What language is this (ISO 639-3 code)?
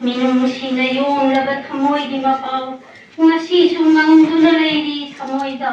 mni